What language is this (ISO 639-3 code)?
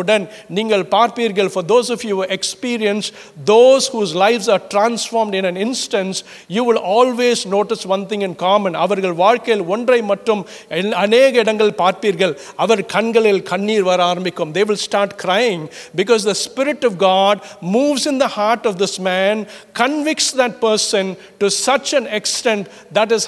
tam